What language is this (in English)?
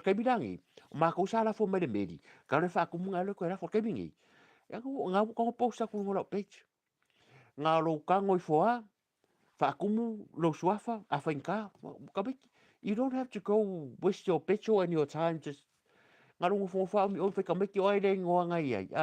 Samoan